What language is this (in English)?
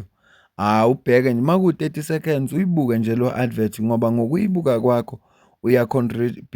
Zulu